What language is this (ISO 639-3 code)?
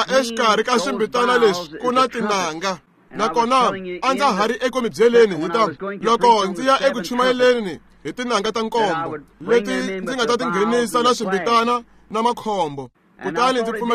tso